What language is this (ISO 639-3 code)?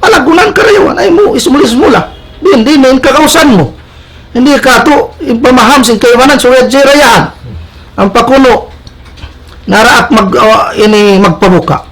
tsg